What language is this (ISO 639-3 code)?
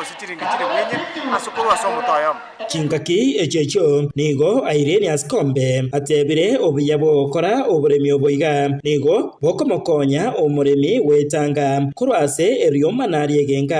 guz